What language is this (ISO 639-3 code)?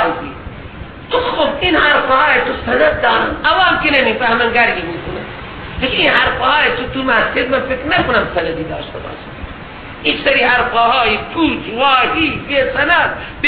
fas